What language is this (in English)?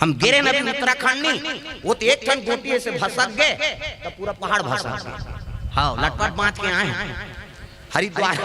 Chhattisgarhi